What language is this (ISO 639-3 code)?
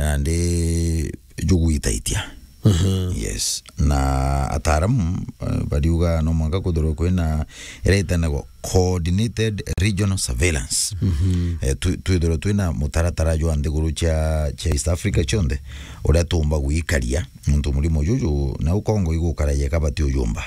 mer